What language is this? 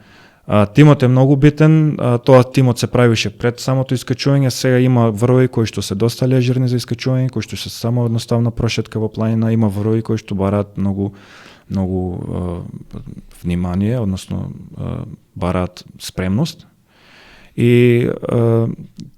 Macedonian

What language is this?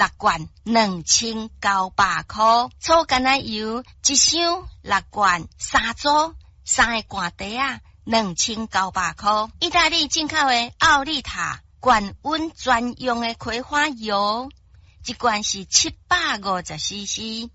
Min Nan Chinese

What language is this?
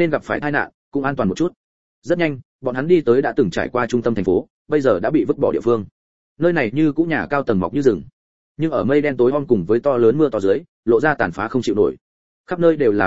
Vietnamese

